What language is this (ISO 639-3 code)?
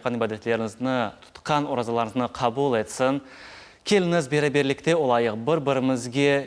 crh